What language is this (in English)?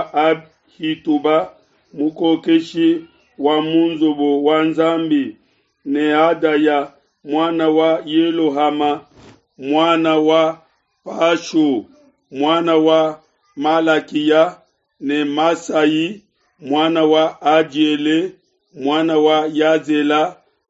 Luba-Lulua